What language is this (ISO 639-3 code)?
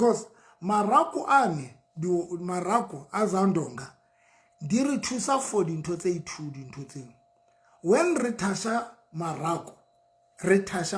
sot